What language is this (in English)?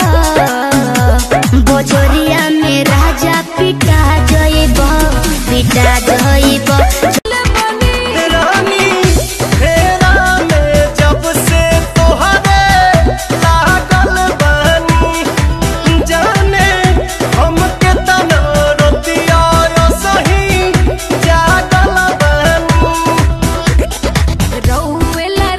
Bhojpuri